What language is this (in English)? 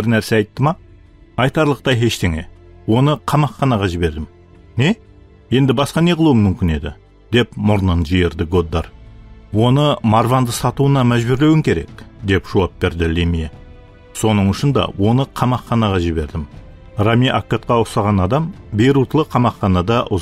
Kara-Kalpak